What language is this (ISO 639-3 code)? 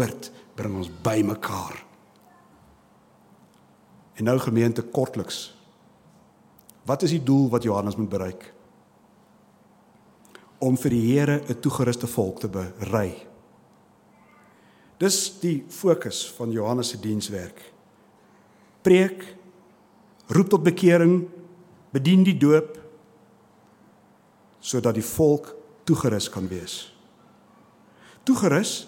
afr